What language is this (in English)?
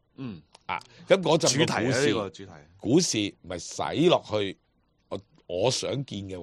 Cantonese